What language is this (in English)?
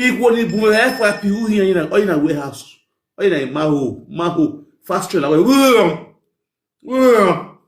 Nigerian Pidgin